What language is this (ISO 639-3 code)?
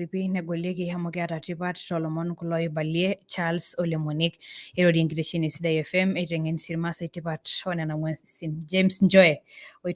mas